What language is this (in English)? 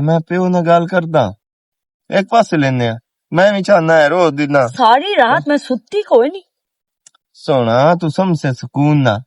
Western Panjabi